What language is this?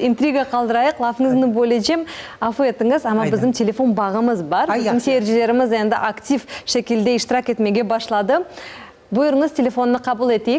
Crimean Tatar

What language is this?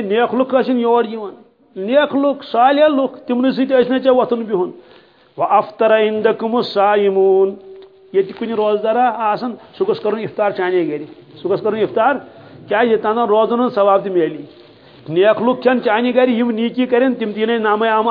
Kashmiri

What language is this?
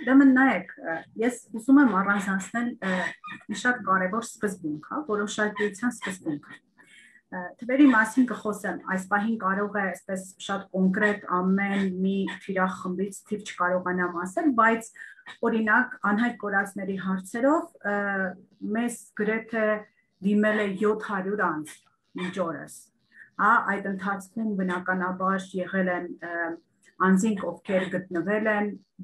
Armenian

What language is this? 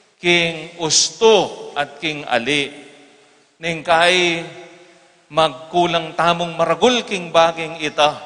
Pampanga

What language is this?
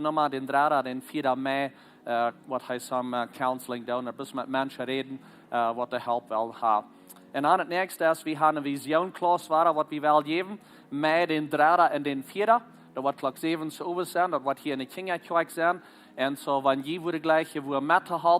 Plautdietsch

